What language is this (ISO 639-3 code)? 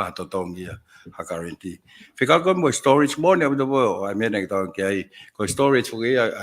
ton